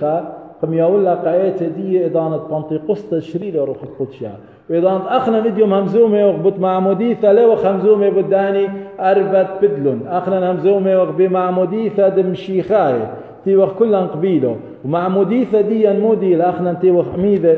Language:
Assyrian Neo-Aramaic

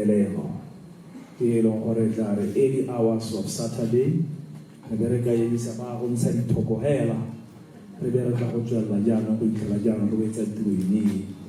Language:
Tswana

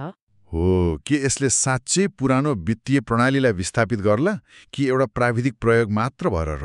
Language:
Nepali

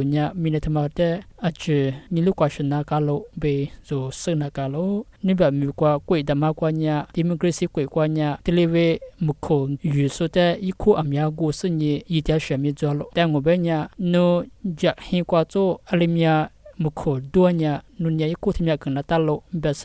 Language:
Lisu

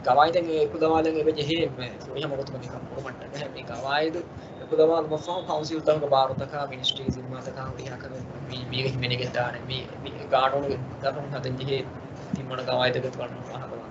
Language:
Divehi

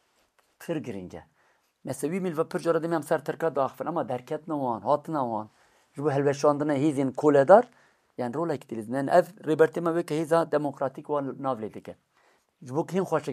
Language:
Kurdish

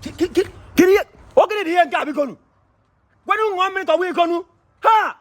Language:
Igbo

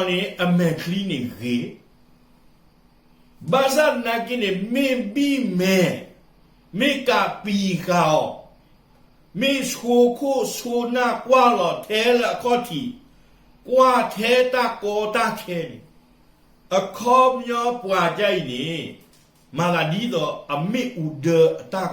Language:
S'gaw Karen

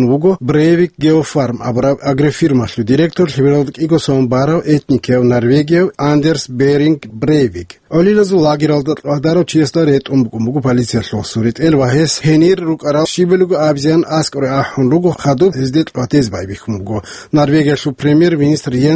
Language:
Avaric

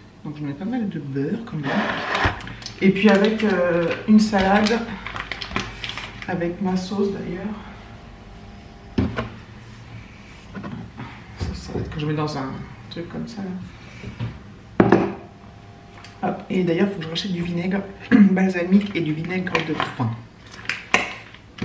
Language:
French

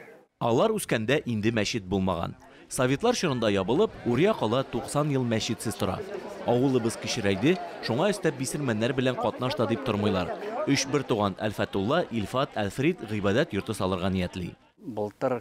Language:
Tatar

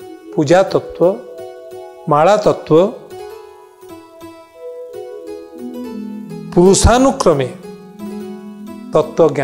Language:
Odia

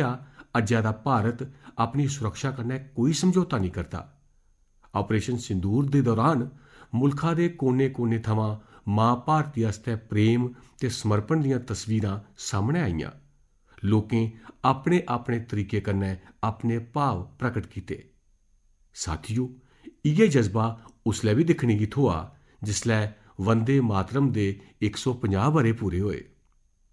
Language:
Dogri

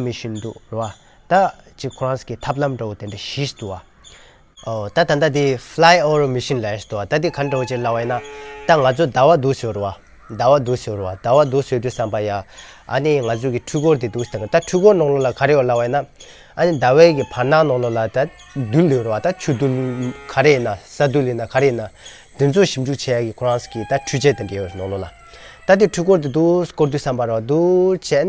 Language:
Tibetan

